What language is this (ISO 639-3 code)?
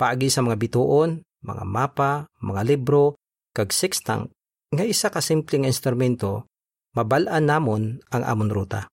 hil